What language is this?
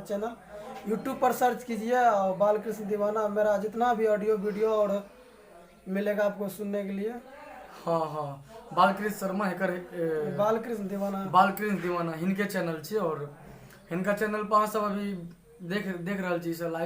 Maithili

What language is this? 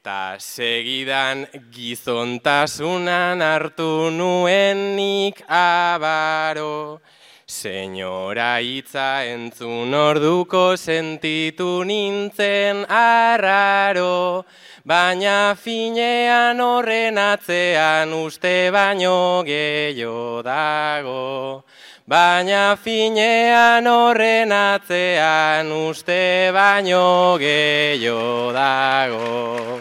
Basque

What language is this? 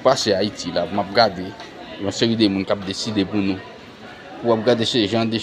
Haitian Creole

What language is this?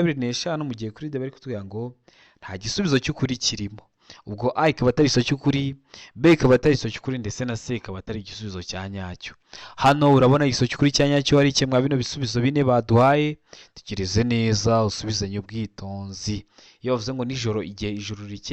Kinyarwanda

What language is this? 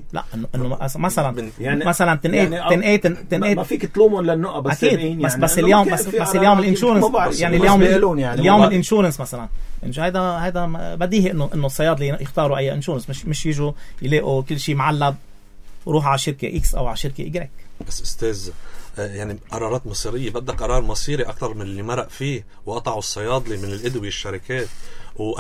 North Levantine Arabic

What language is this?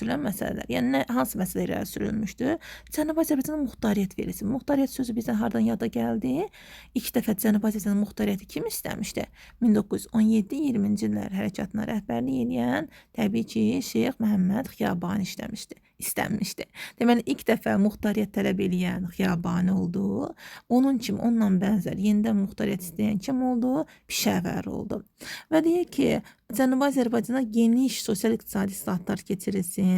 Azerbaijani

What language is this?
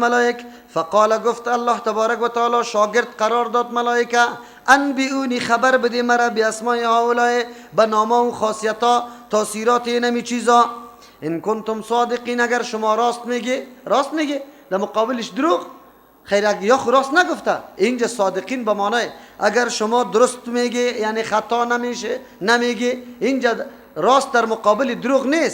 Persian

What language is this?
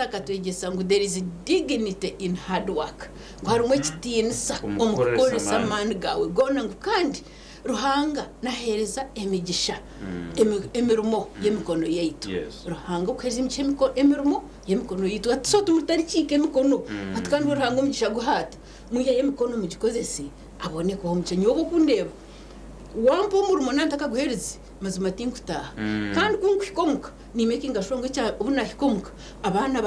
Nyankole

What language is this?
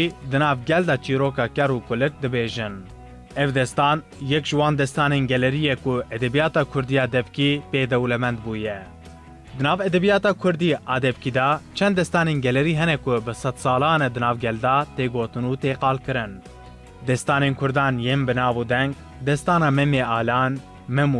Kurdish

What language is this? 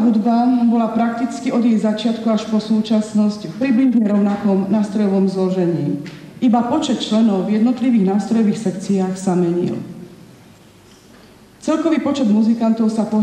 Slovak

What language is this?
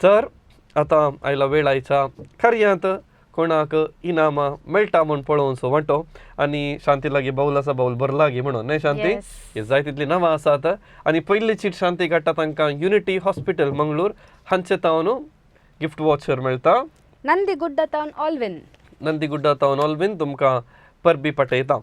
Konkani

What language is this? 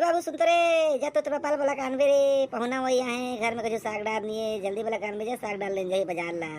Chhattisgarhi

